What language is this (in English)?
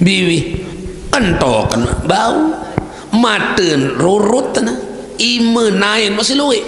Sasak